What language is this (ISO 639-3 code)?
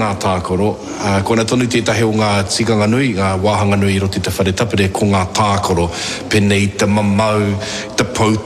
mri